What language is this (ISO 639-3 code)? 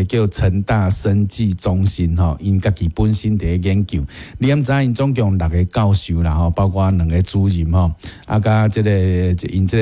nan